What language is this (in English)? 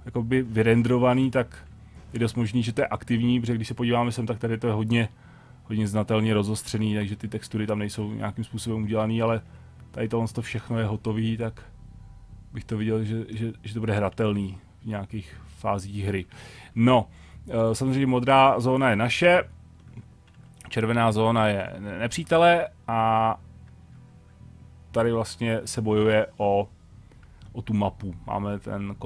Czech